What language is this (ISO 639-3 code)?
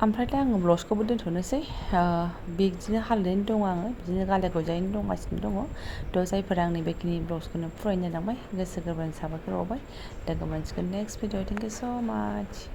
brx